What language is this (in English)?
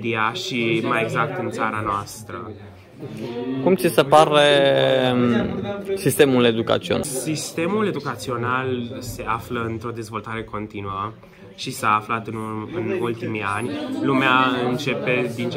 Romanian